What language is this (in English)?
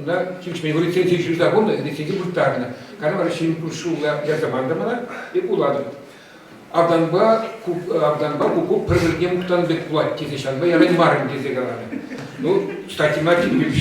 Chuvash